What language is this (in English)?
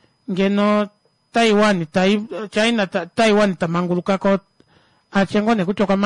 Kuanyama